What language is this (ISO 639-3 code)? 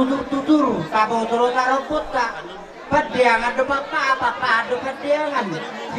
bbc